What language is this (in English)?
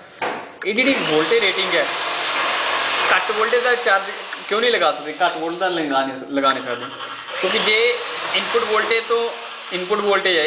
Punjabi